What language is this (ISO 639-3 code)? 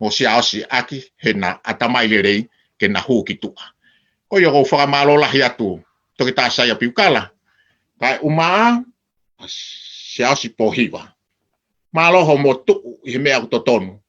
ton